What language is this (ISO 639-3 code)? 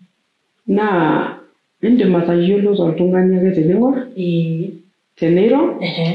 mas